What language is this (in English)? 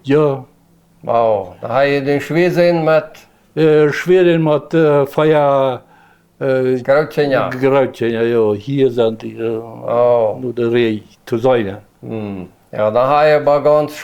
Plautdietsch